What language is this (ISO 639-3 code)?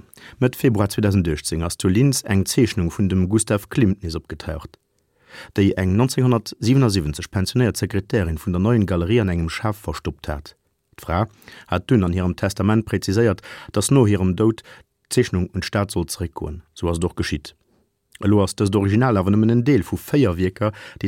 ltz